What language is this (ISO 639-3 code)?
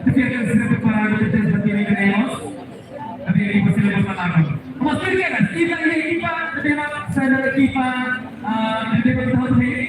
tet